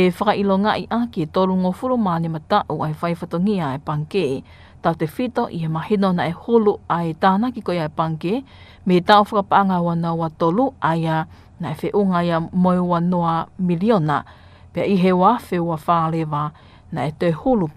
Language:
Tongan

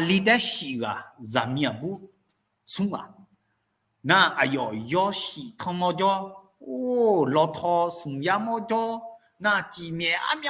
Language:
Akha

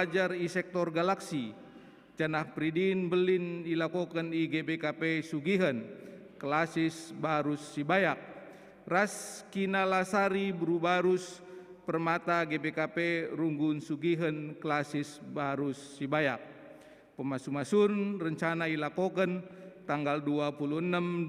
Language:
Batak Karo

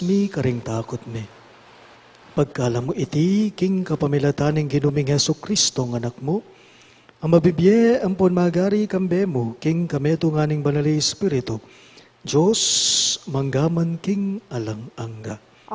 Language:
Pampanga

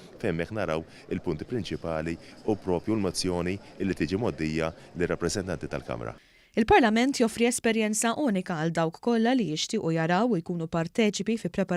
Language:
Maltese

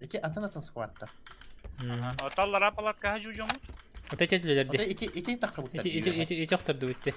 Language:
Yakut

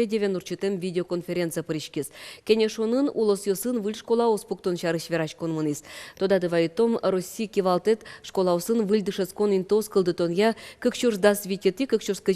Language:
Udmurt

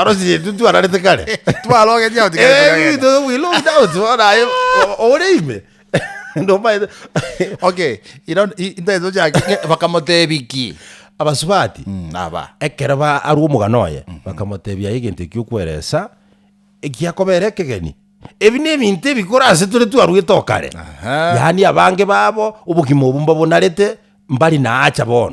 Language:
Gusii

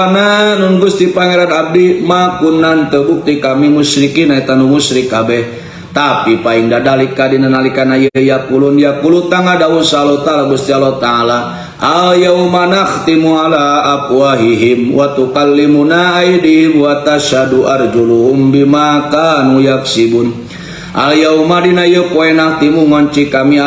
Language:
Sundanese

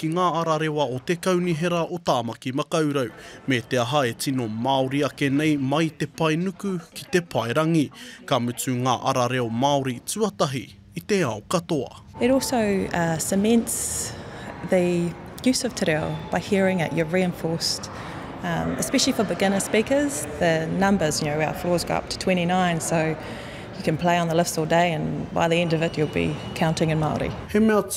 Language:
Māori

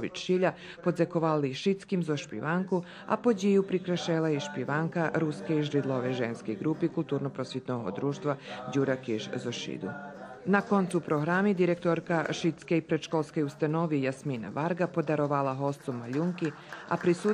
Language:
Rusyn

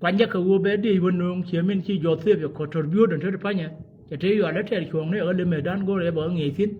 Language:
Nuer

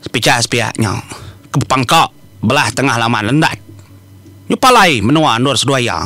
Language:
Iban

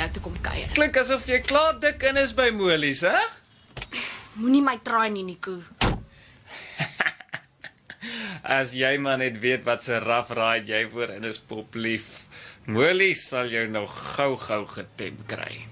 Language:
Afrikaans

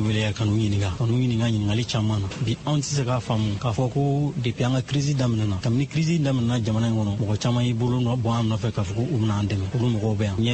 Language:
Bambara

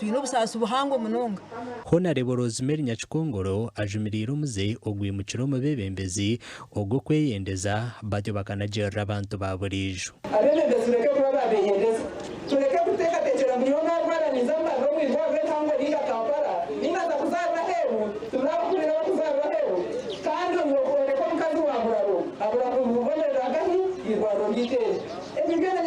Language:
Nyankole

